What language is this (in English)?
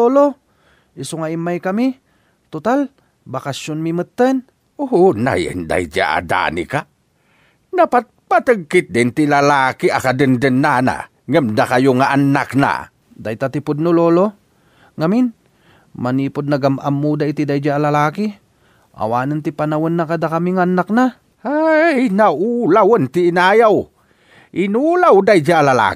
Iloko